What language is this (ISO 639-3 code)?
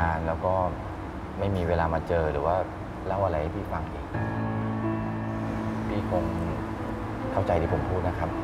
tha